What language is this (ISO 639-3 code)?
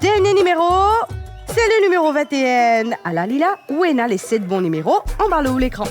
mfe